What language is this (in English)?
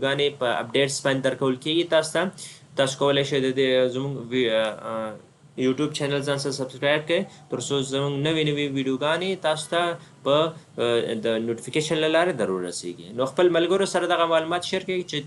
Pashto